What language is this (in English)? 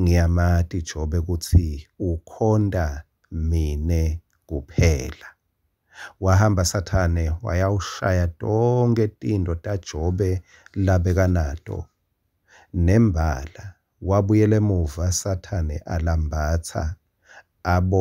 Swati